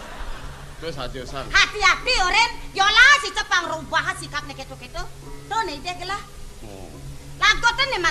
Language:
Balinese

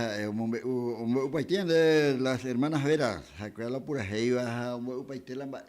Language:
Guarani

